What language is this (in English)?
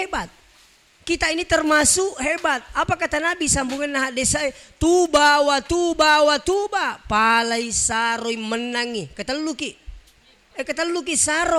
Buginese